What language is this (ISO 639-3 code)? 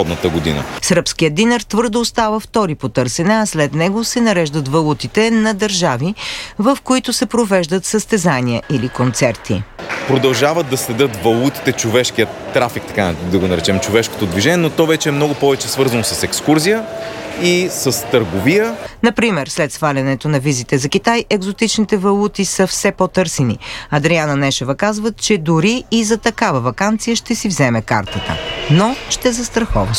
bul